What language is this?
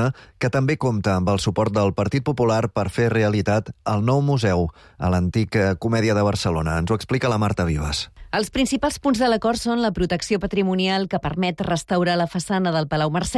Catalan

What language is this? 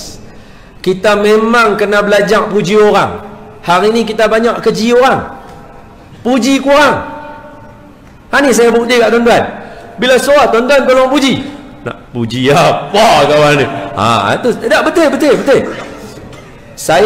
Malay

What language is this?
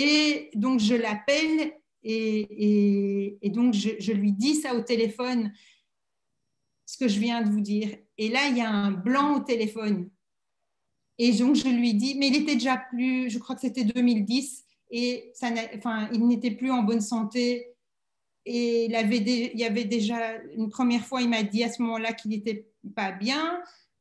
French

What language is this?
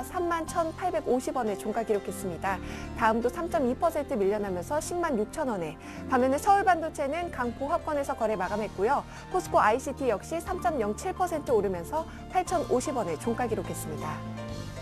Korean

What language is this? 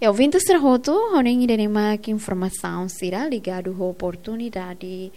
Tetum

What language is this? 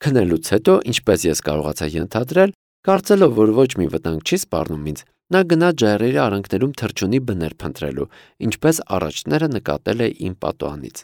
Armenian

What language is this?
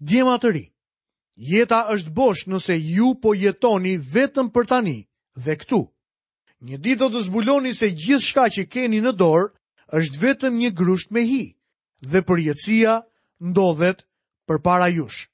Albanian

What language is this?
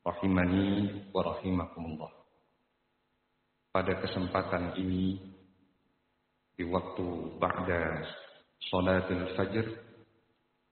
Indonesian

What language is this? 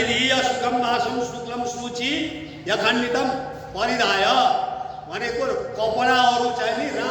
Nepali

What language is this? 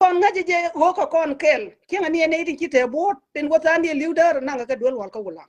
Nuer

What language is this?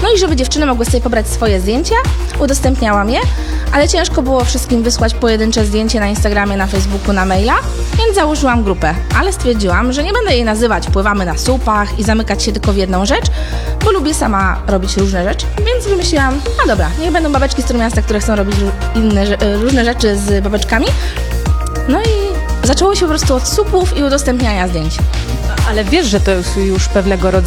Polish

